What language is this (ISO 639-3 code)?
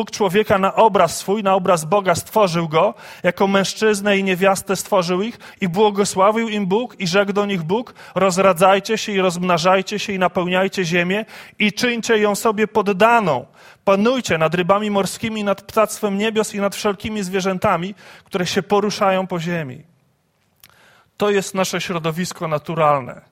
pol